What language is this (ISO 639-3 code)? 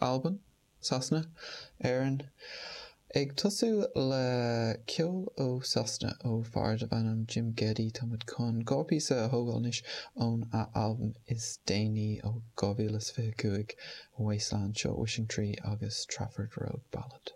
gle